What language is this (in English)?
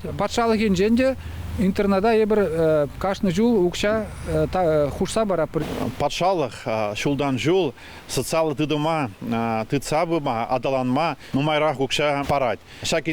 Chuvash